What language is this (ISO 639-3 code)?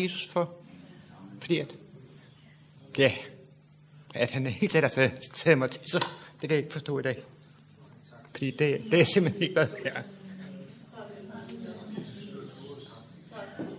dan